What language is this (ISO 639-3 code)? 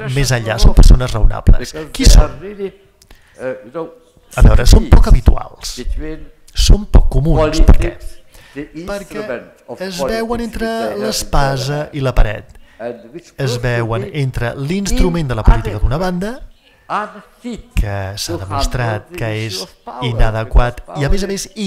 cat